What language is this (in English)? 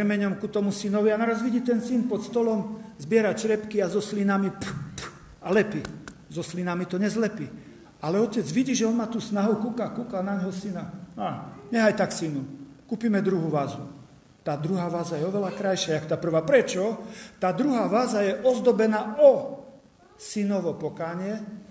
Slovak